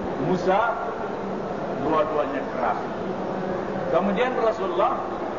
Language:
Malay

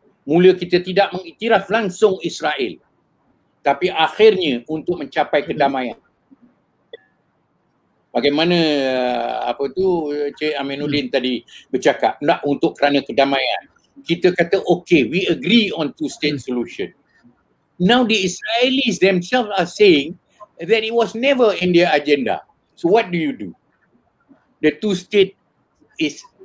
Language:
Malay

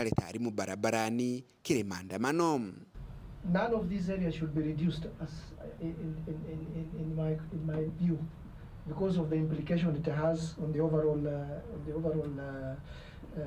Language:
Meru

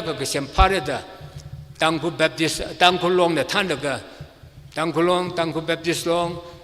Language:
Tangkhul Naga (India)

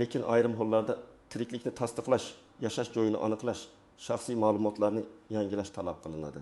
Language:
Uzbek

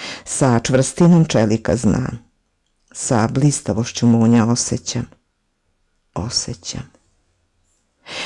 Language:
Serbian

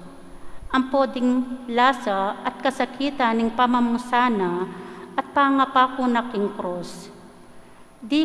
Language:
Pampanga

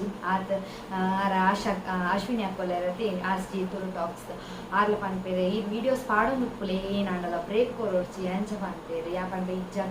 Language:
Tulu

